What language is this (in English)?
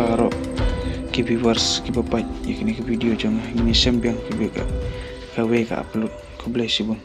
Khasi